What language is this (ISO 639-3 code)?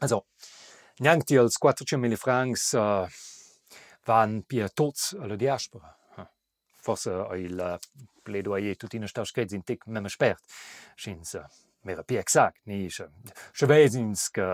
roh